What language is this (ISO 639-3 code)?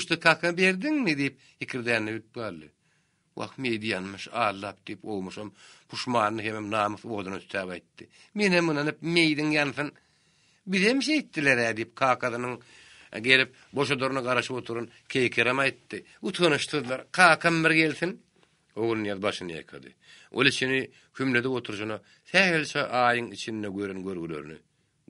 tuk